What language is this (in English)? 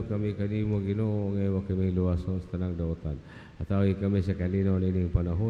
Cebuano